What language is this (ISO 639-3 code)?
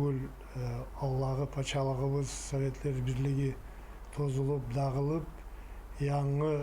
kum